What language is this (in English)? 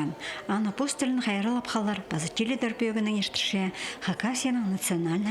Khakas